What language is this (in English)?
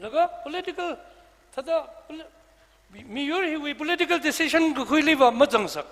Tangkhul Naga (India)